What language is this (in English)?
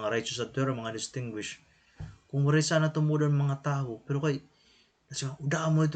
Waray